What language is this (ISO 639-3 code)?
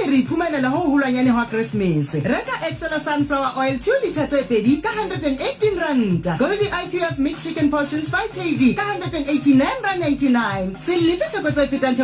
sot